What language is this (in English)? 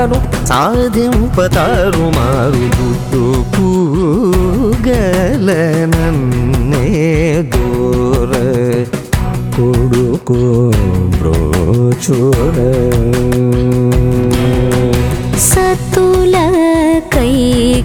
Telugu